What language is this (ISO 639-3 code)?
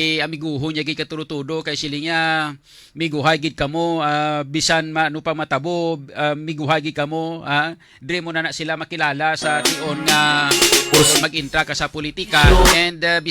hil